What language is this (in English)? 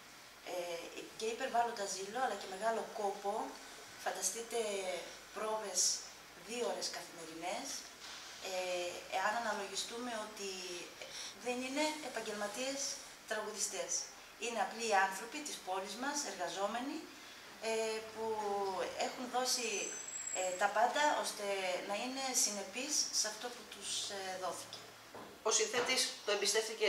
Greek